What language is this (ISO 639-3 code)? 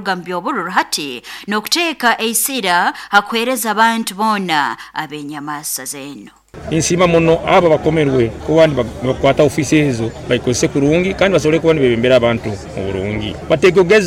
nyo